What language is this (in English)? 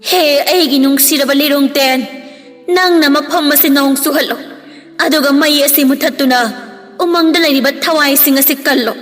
Manipuri